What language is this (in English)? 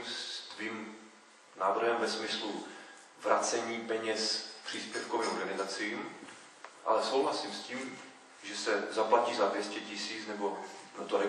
Czech